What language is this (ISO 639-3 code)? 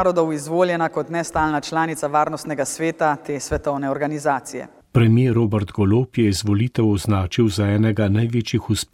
slv